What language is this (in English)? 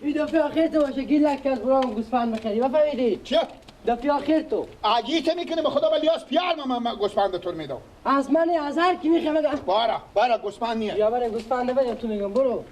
Persian